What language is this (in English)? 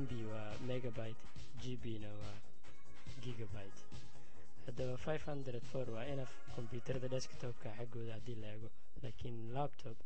Somali